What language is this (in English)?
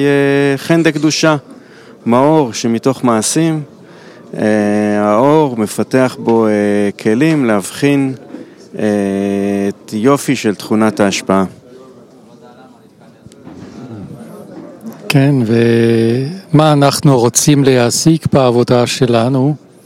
Hebrew